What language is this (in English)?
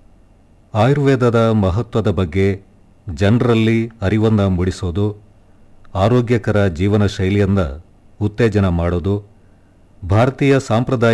Kannada